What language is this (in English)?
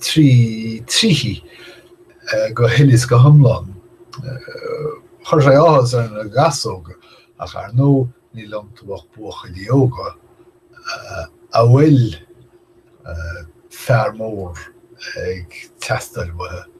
Irish